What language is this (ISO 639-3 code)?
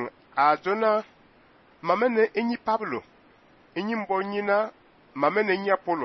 fan